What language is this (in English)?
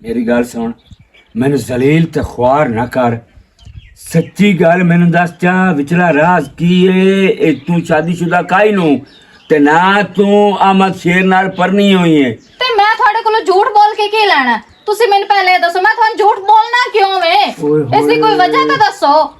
Western Panjabi